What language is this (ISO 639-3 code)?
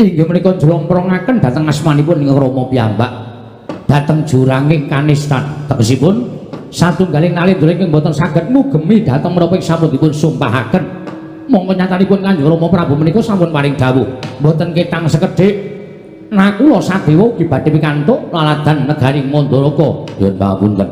jav